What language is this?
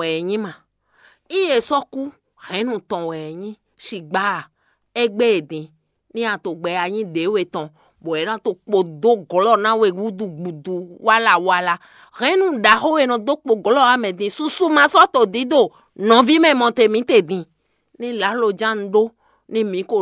Fon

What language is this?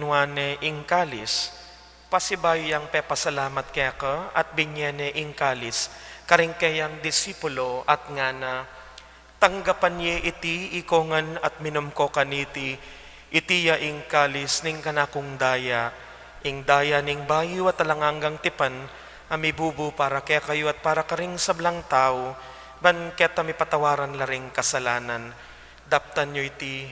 Pampanga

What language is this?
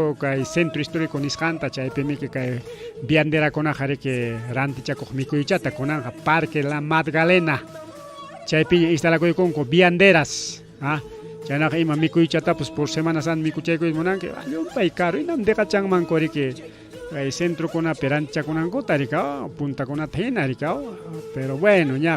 Ayacucho Quechua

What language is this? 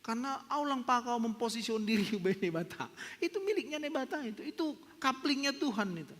Batak Simalungun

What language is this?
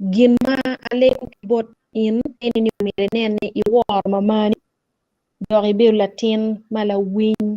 Acoli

